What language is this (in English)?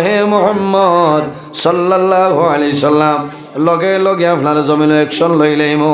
Sylheti